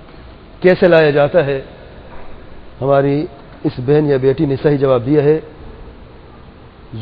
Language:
Urdu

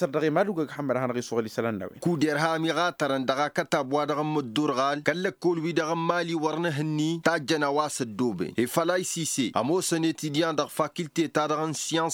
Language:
Tamasheq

